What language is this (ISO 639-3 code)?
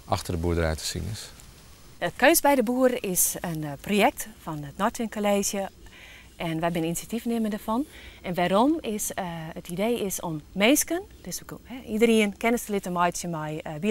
fry